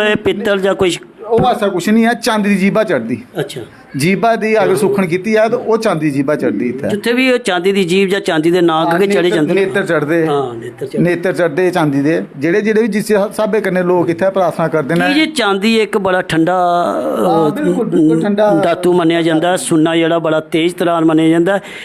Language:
Dogri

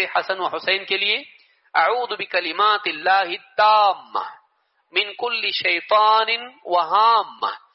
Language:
Urdu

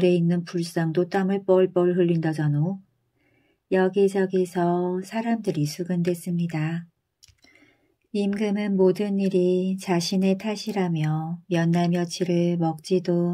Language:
Korean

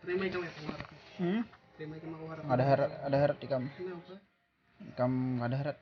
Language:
Banjar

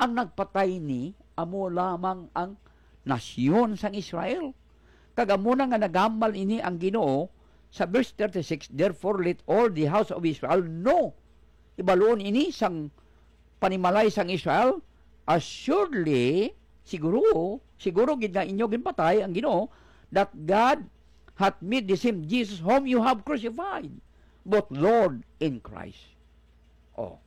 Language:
Hiligaynon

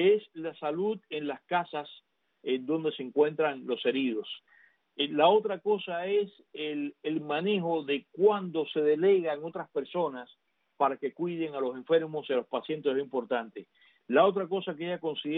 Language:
Spanish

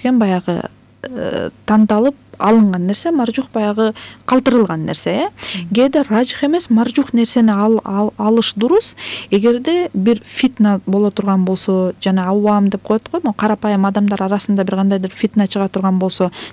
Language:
Kyrgyz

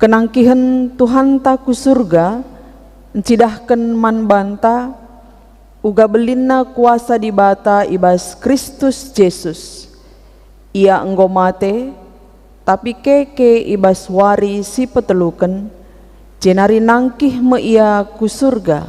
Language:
Batak Karo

